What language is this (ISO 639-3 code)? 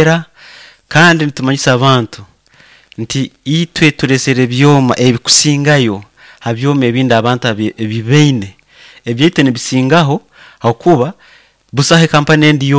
nyo